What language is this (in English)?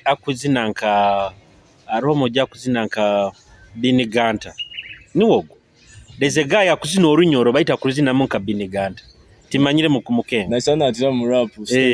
Nyoro